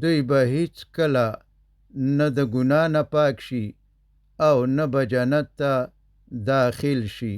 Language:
Pashto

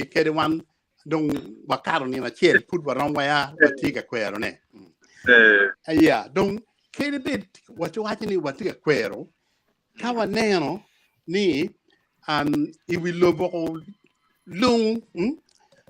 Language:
Acoli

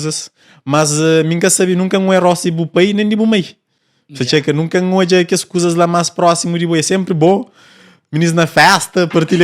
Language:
Kabuverdianu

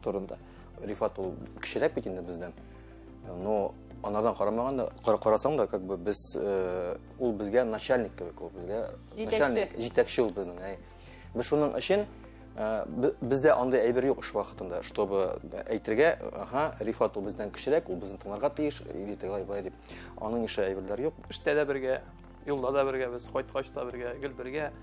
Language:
Tatar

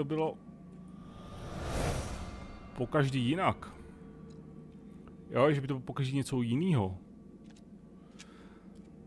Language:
Czech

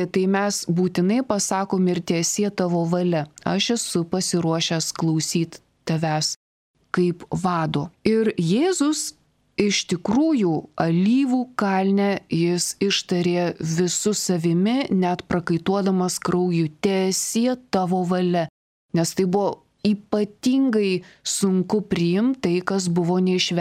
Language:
Lithuanian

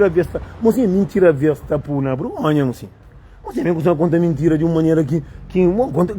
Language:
Kabuverdianu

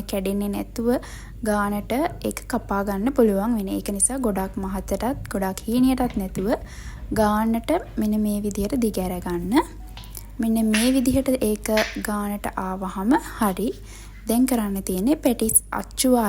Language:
Sinhala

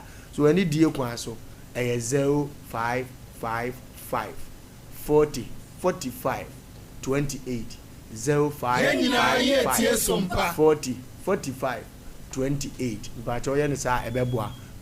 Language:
Akan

